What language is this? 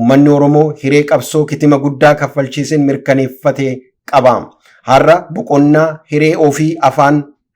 Oromo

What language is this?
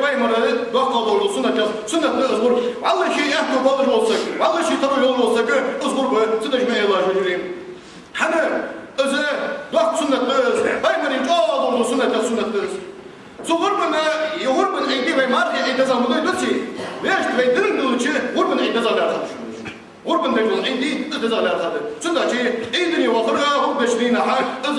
Ingush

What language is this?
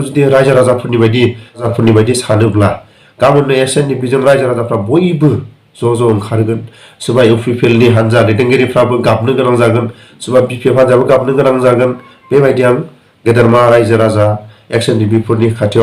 Bodo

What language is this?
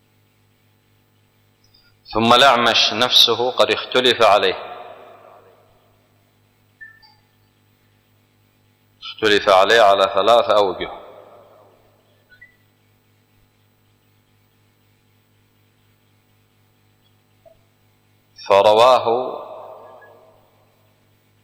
Arabic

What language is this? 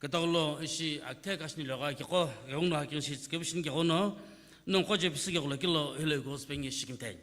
Sumi Naga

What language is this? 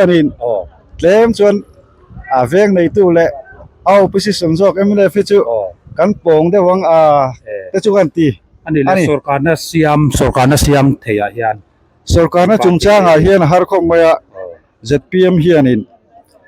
Mizo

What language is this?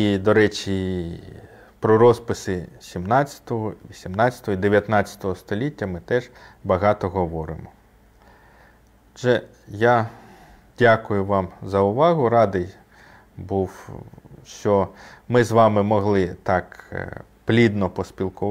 Ukrainian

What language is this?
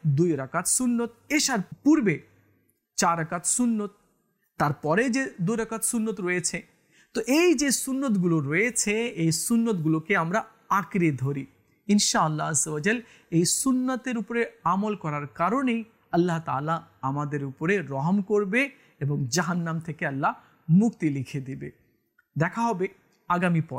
Bangla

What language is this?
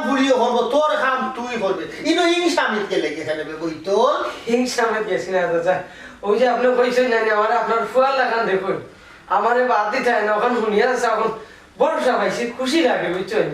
Sylheti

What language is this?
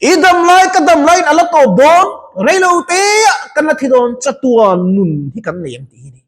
Mizo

